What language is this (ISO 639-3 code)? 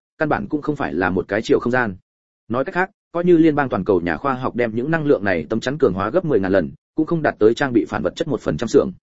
vie